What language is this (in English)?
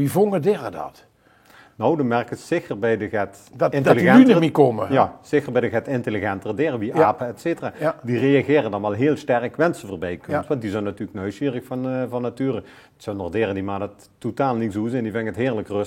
Limburgish